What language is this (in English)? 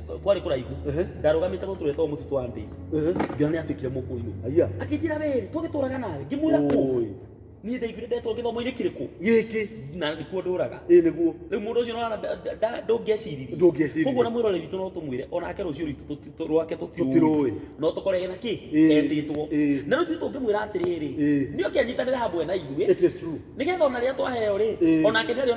Kikuyu